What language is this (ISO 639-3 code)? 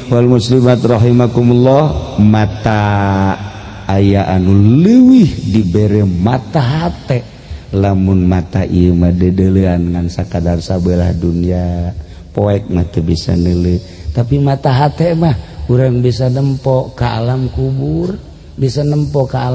sun